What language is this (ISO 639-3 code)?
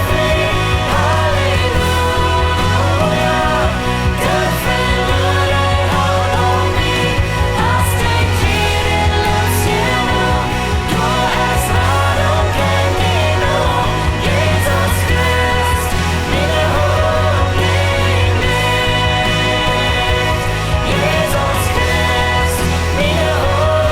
pdt